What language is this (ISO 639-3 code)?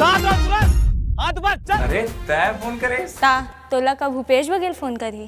hne